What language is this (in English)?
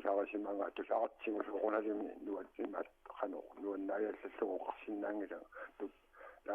Kalaallisut